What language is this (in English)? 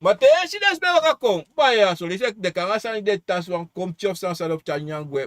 Sranan Tongo